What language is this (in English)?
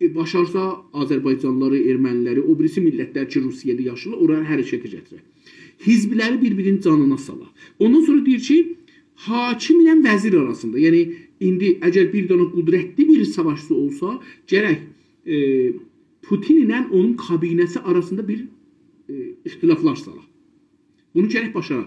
South Azerbaijani